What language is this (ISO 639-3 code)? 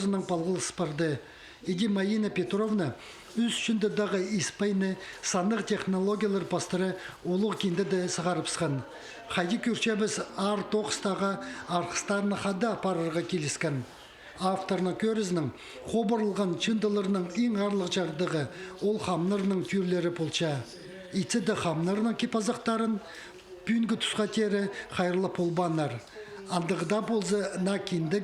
kjh